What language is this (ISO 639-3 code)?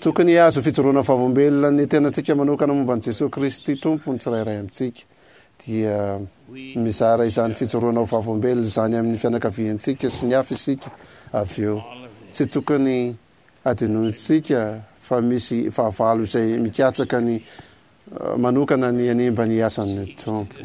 mlg